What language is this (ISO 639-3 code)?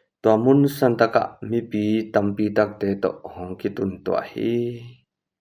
ctd